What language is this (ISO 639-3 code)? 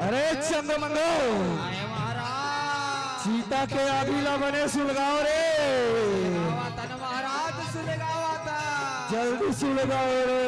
hne